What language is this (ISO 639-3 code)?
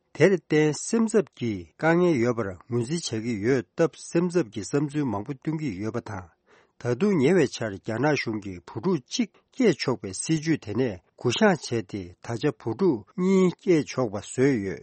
bod